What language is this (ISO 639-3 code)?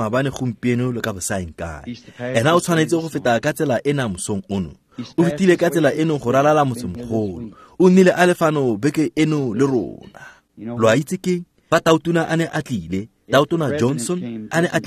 tsn